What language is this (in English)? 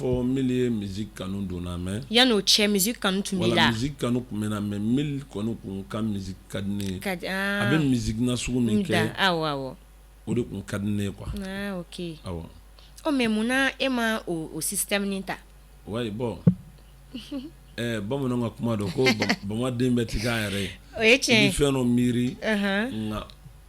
Bambara